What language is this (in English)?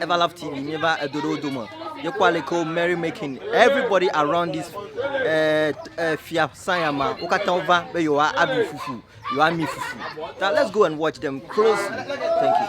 Ewe